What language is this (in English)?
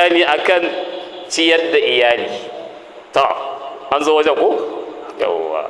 Hausa